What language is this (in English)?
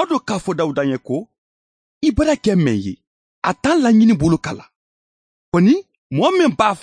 Bambara